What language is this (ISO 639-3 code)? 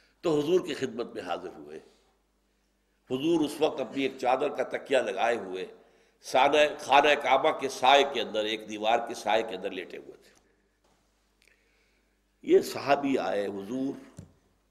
urd